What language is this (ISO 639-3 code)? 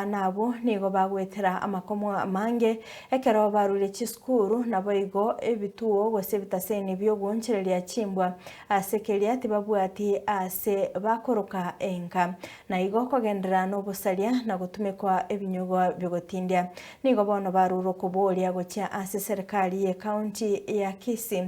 guz